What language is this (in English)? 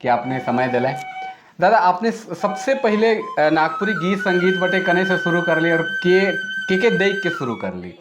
Sadri